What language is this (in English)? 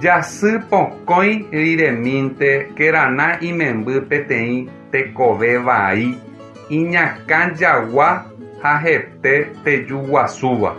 Guarani